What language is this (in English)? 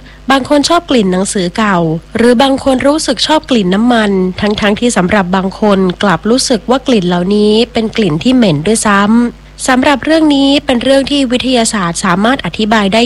Thai